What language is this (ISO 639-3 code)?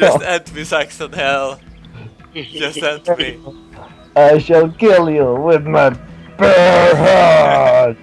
fao